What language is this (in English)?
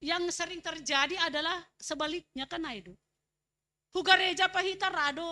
Batak Simalungun